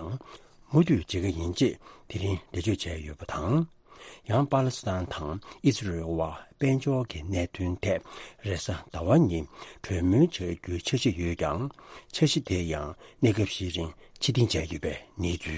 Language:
Tibetan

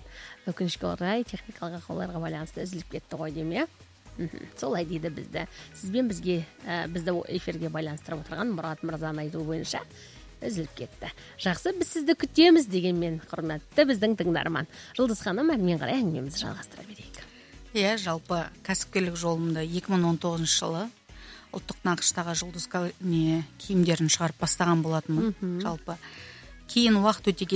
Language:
Kazakh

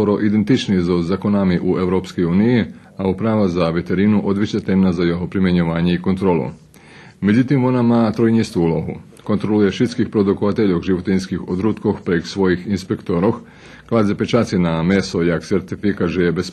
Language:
Rusyn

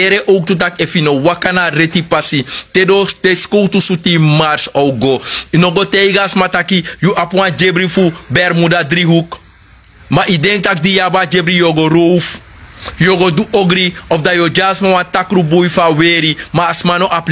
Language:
Sranan Tongo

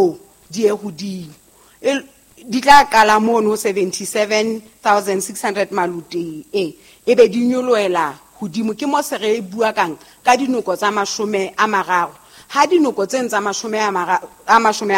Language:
Southern Sotho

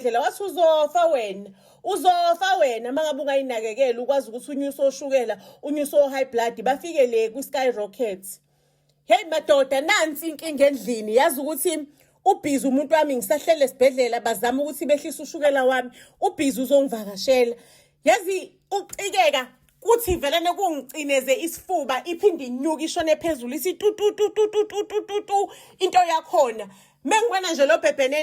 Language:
Zulu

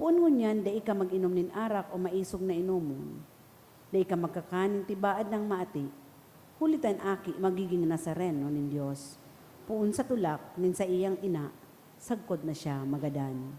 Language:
Bikol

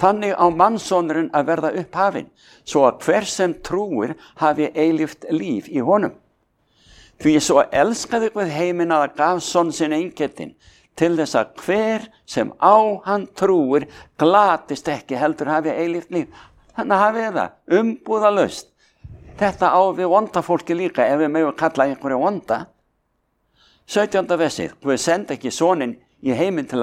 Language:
Icelandic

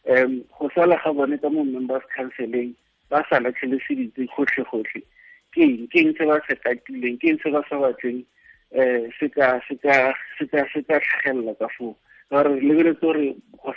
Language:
Tswana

